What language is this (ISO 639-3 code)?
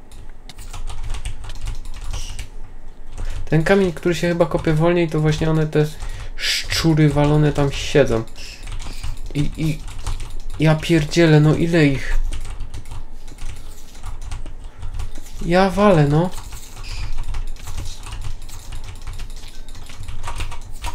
pol